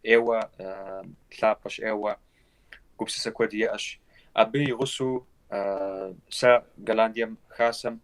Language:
Kabardian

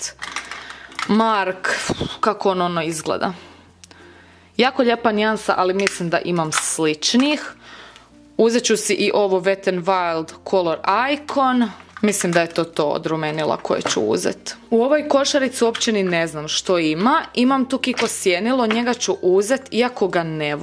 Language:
Croatian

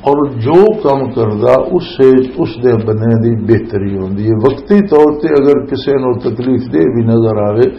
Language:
Western Panjabi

